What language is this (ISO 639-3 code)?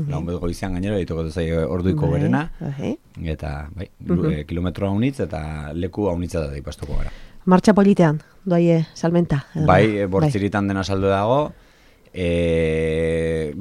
eus